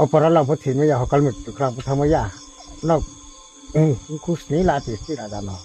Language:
Riang (India)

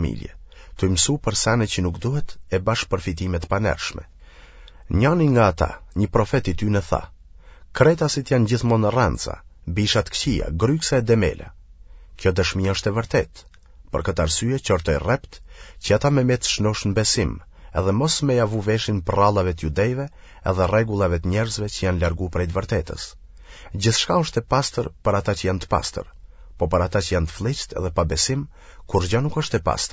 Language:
Albanian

